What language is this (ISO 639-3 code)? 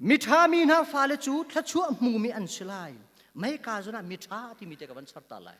cnh